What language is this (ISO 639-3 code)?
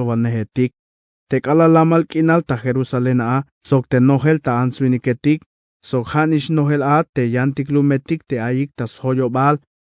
tzh